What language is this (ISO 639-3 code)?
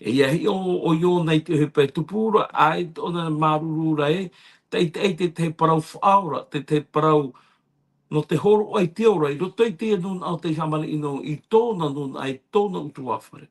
tah